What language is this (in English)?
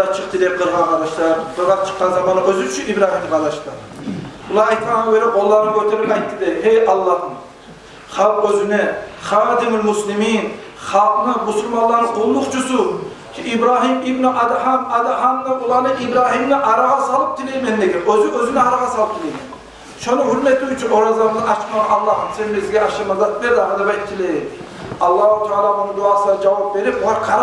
Kumyk